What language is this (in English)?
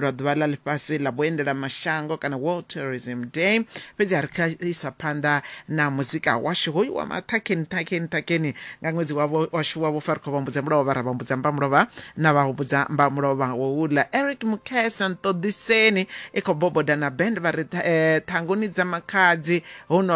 Venda